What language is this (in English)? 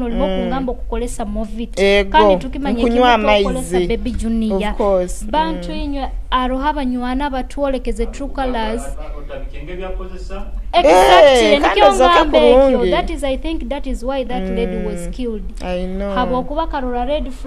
Nyoro